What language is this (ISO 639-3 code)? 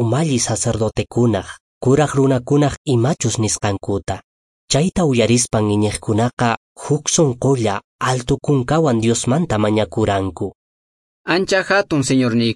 que